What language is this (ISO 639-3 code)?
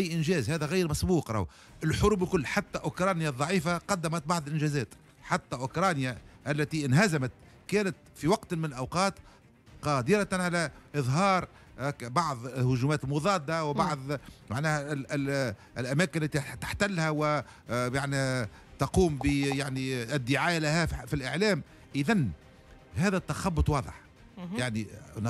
aeb